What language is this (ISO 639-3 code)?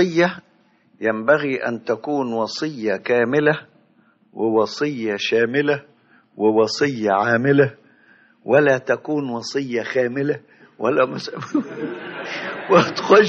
arz